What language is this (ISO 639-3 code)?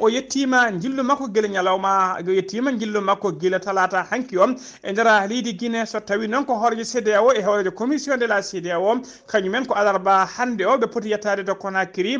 ful